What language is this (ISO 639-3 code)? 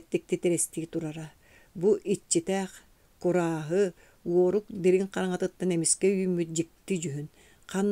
sah